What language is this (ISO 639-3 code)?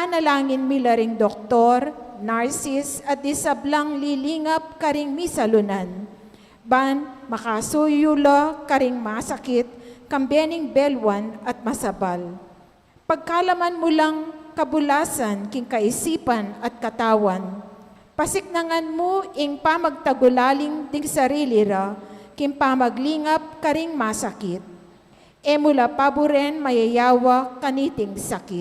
pam